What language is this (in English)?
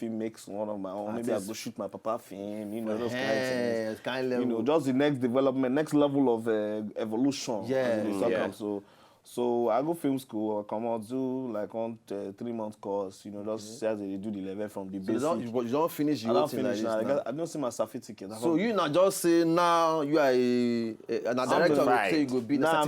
Nigerian Pidgin